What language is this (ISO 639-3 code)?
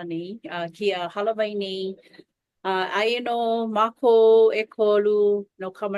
haw